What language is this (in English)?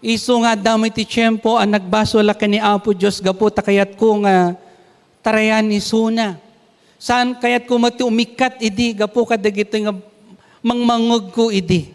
Iloko